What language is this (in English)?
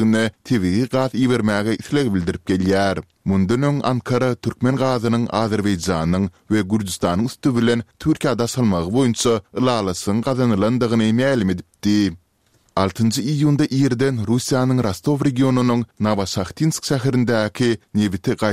Turkmen